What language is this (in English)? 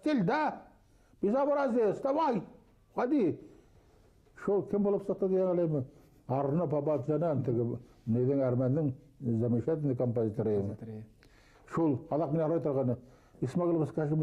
Bashkir